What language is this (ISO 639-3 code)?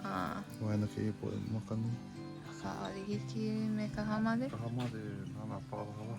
haw